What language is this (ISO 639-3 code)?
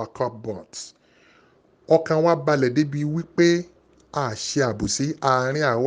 yor